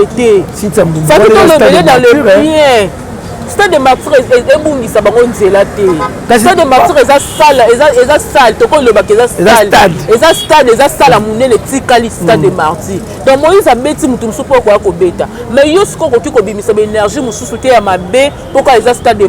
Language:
Lingala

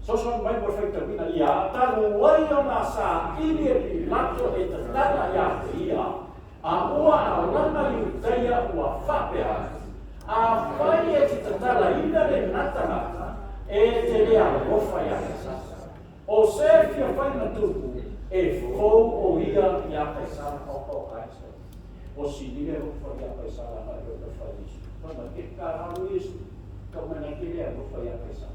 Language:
Samoan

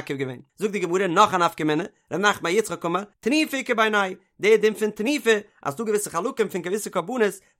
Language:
Yiddish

